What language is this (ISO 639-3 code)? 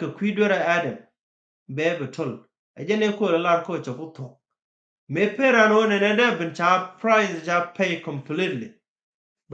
nus